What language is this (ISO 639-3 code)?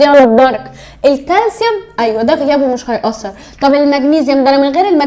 arz